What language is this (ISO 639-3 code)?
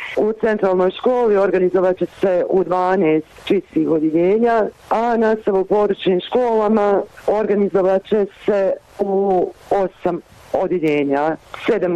bos